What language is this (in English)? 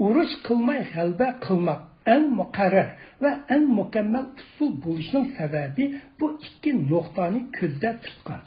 Uyghur